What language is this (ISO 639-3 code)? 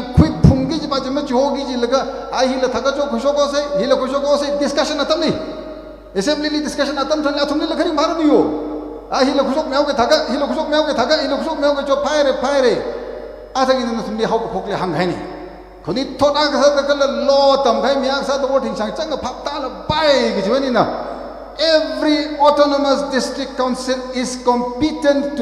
nmf